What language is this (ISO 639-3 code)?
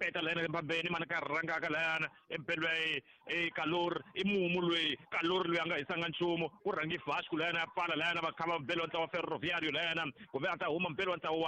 tso